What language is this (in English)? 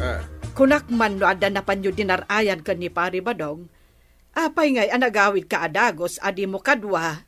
Iloko